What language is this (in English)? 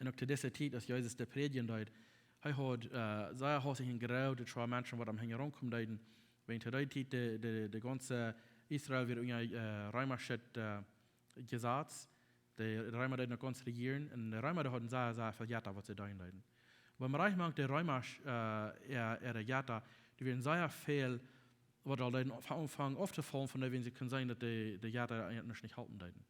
Plautdietsch